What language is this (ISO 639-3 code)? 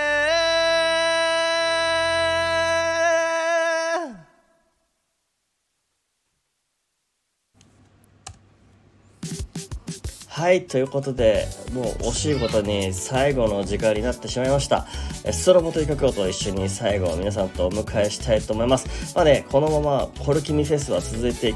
jpn